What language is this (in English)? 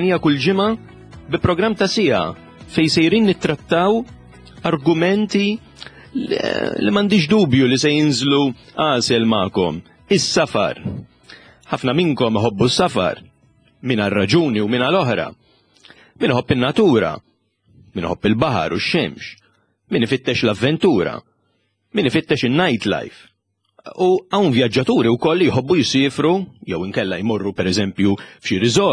Maltese